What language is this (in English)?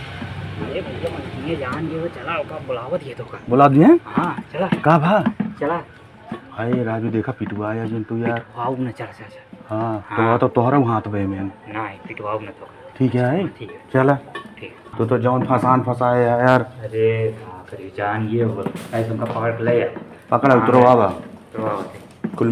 Awadhi